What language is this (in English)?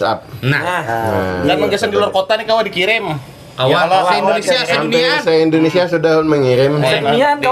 Banjar